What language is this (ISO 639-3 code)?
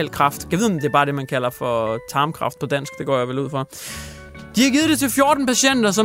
dan